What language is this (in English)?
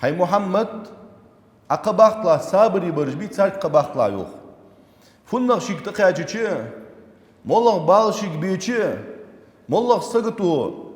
Ingush